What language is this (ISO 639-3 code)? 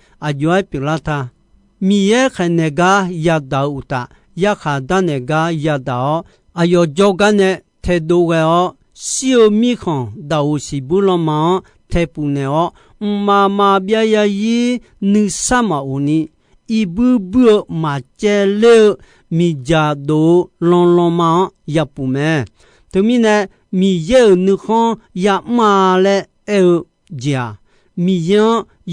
ahk